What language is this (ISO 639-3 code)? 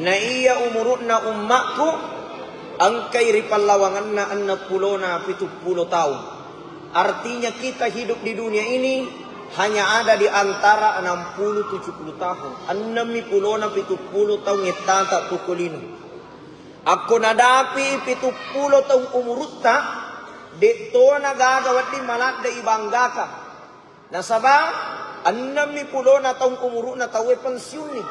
bug